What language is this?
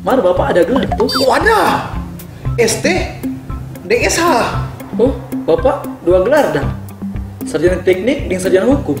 Manado Malay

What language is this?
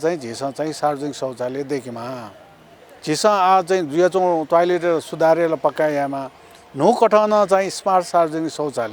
Newari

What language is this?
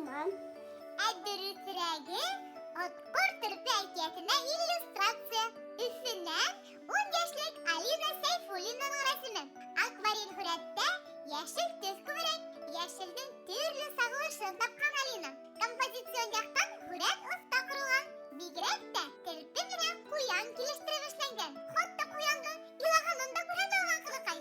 Bashkir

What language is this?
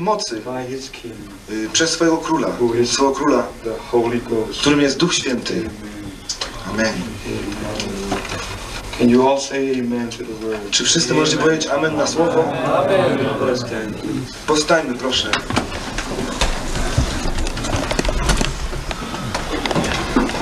Polish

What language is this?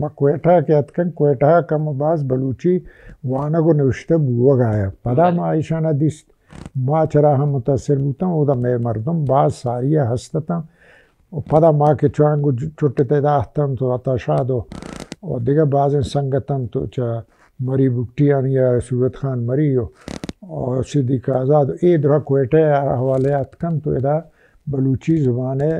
Baluchi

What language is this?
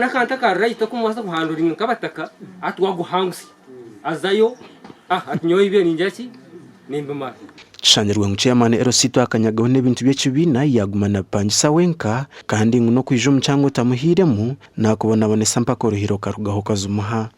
Nyankole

